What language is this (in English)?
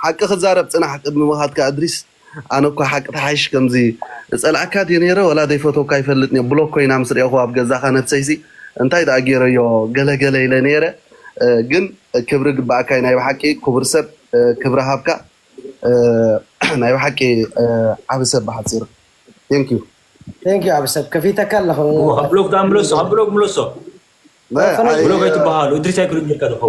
Tigrinya